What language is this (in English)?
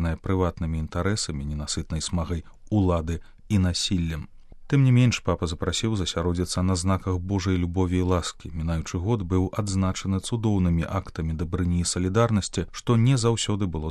Belarusian